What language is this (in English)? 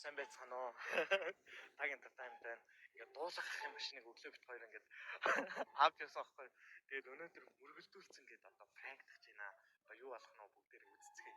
Mongolian